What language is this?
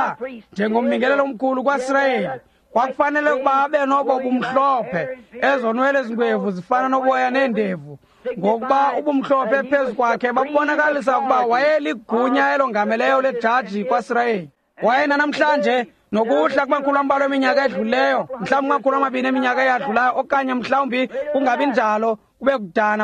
Xhosa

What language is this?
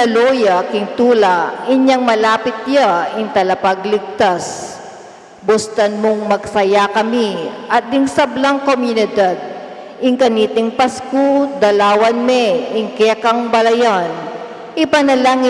Pampanga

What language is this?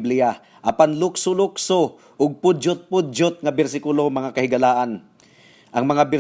Cebuano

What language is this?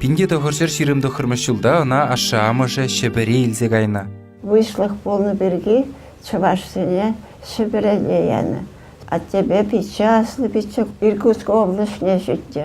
Chuvash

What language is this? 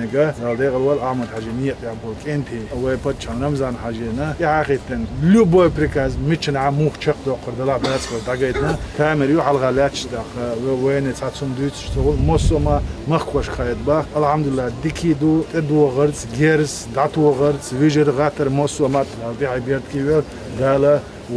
Chechen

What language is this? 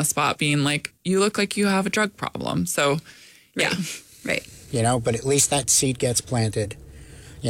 English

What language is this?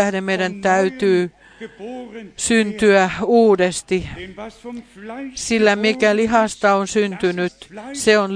Finnish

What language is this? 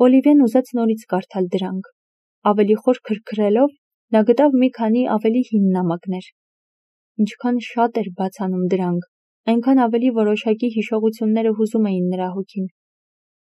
Armenian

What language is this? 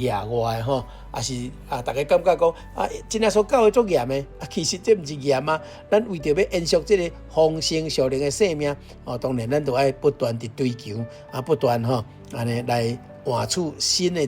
Min Nan Chinese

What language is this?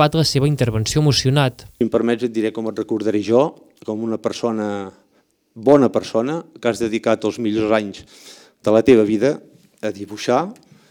Catalan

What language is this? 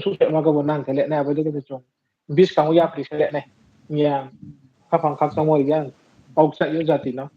Riang (India)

